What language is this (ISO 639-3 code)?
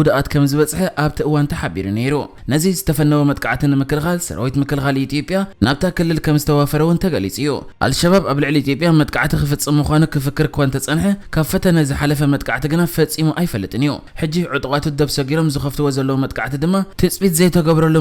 tir